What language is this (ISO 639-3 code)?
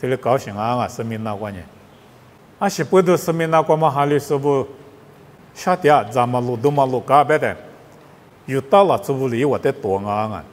lis